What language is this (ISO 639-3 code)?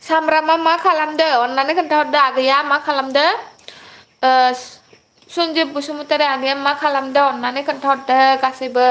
brx